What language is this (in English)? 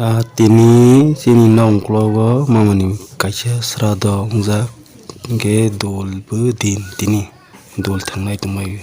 Kok Borok